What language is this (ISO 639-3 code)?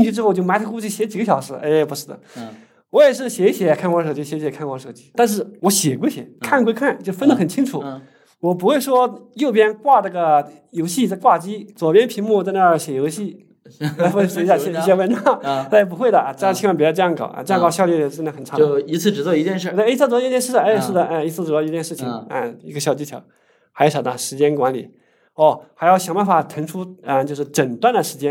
zho